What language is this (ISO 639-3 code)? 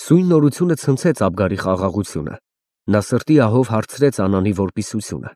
hye